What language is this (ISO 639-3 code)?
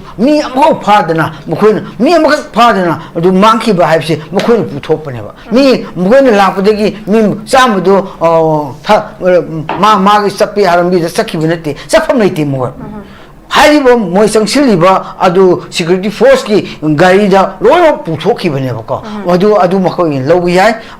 mni